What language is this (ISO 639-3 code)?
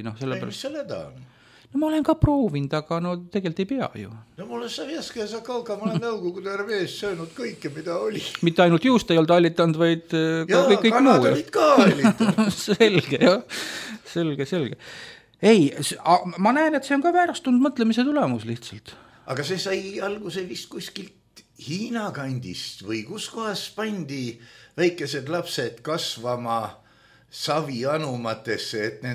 est